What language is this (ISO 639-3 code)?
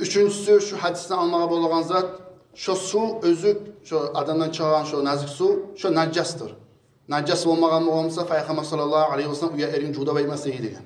kum